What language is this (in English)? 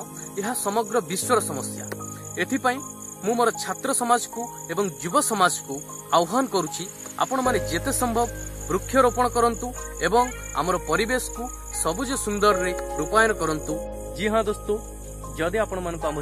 Odia